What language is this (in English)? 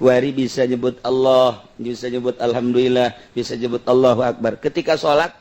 Sundanese